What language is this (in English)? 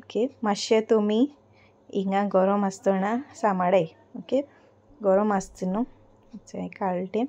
Konkani